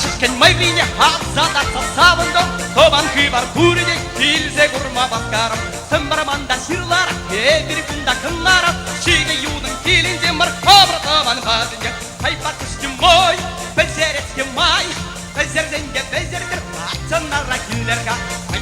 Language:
Chuvash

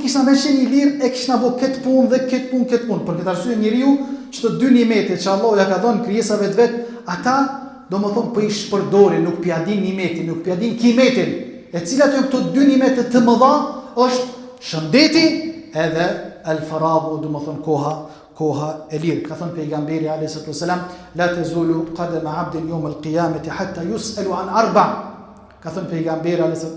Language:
Albanian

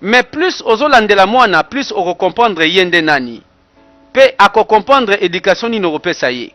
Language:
Lingala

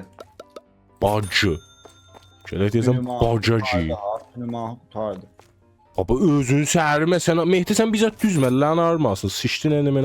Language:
South Azerbaijani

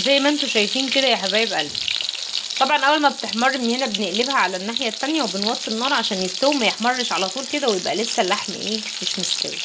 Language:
Egyptian Arabic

